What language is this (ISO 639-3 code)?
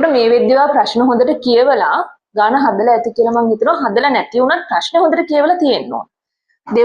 sin